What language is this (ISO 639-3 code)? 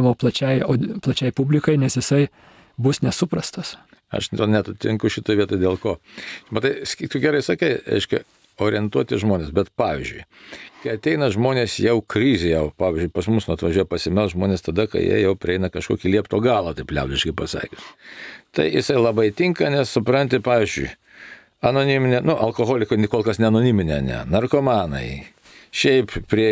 lit